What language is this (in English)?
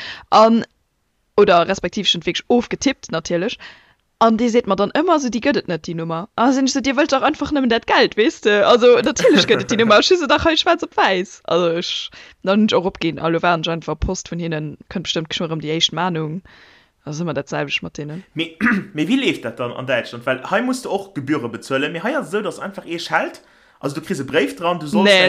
Luxembourgish